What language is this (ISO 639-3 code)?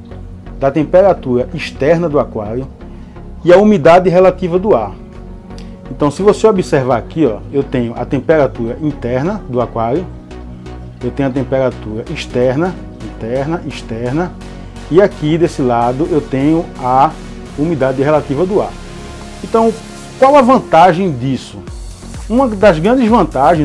por